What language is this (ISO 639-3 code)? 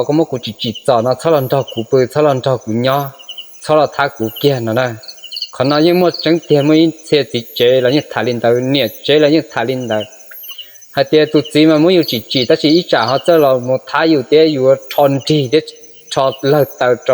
hmn